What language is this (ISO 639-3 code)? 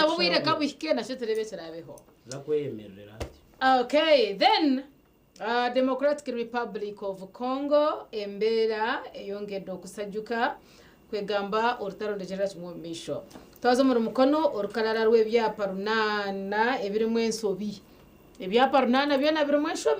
nyn